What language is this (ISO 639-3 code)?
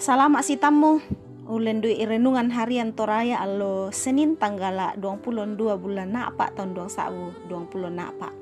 sda